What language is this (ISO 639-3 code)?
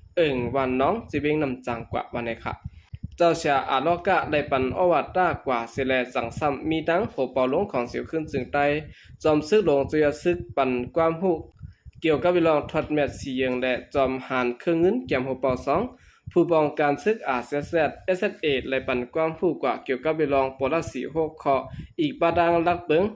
shn